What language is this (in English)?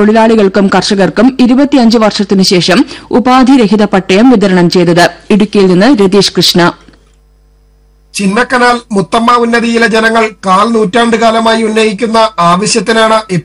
Malayalam